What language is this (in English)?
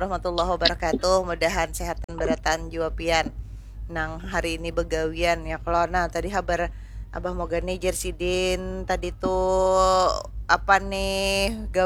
Banjar